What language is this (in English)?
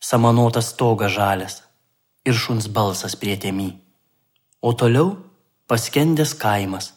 Lithuanian